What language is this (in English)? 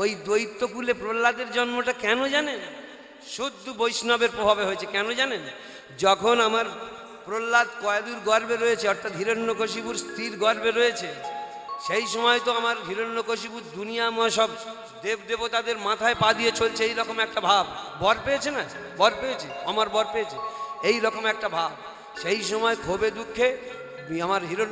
Bangla